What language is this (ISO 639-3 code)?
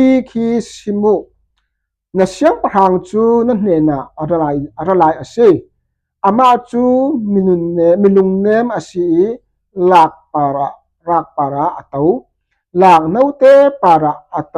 cfm